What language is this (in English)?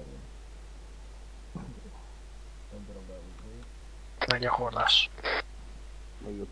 Hungarian